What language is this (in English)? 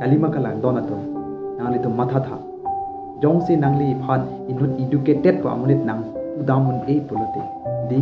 Karbi